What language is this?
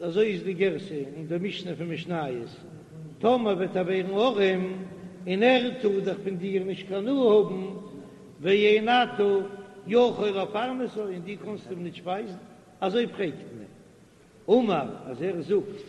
Yiddish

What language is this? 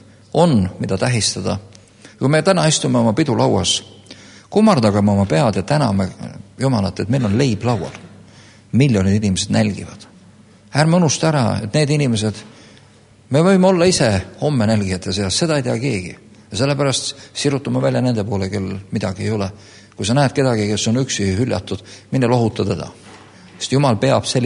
Estonian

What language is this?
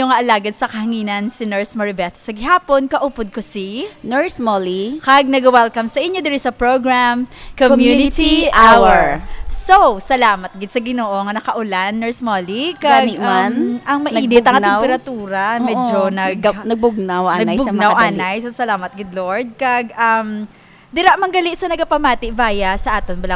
Hiligaynon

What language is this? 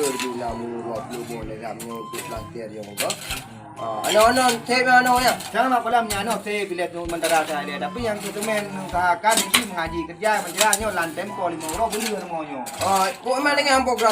Achinese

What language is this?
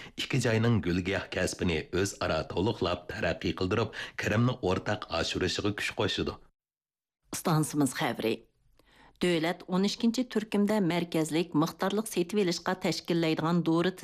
Uyghur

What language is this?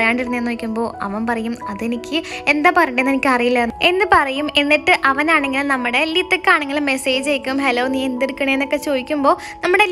Malayalam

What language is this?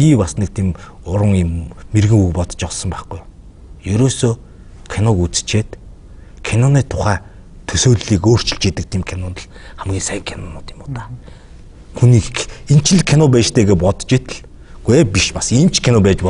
Mongolian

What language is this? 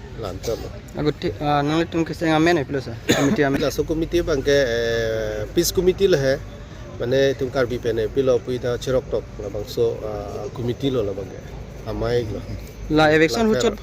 Karbi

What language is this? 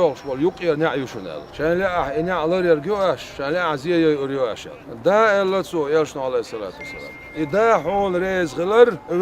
Chechen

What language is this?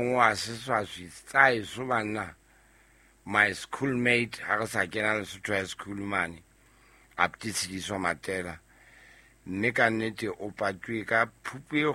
Southern Sotho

